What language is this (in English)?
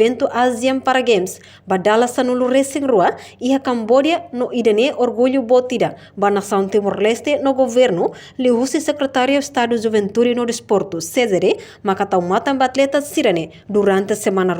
Tetum